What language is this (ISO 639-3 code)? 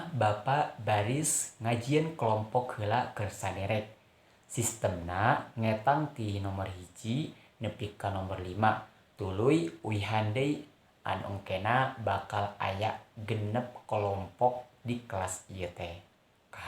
sun